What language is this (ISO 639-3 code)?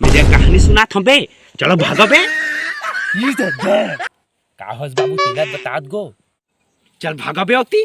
hne